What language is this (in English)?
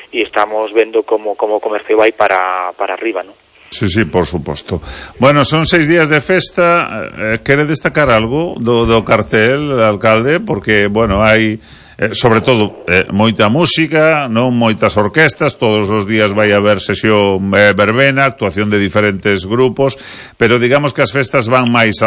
Galician